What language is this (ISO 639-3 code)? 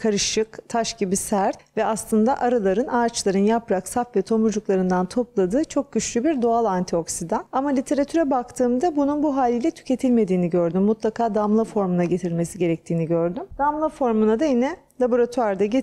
tur